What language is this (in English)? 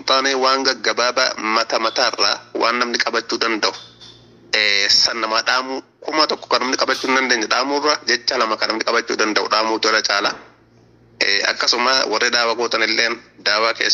Oromo